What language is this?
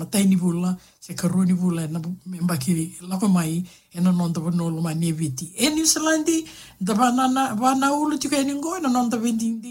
Fijian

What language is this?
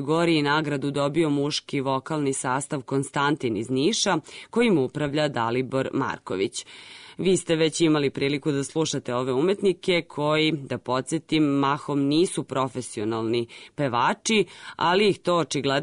Serbian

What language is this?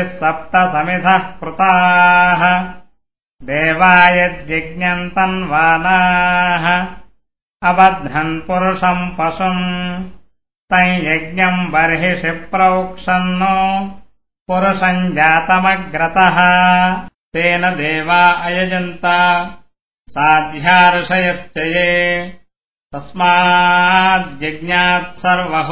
Sanskrit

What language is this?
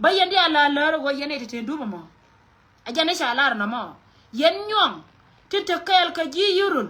Nuer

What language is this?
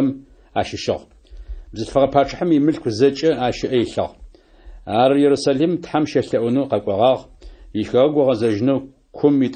Adyghe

